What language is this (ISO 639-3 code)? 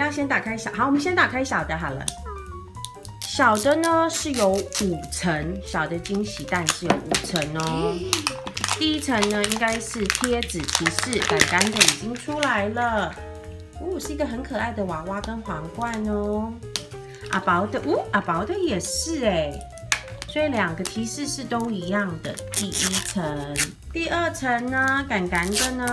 zho